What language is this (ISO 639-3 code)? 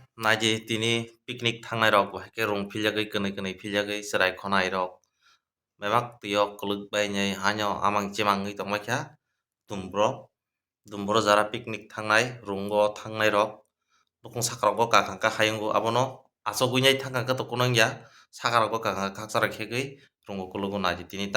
trp